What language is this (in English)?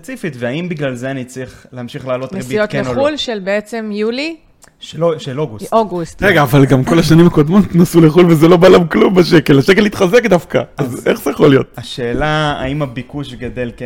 Hebrew